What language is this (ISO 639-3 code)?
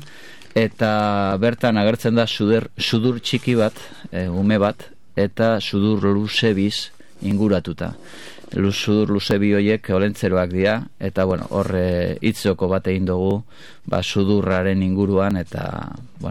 eus